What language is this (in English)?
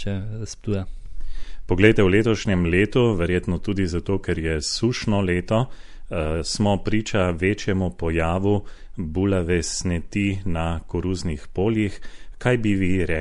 Slovenian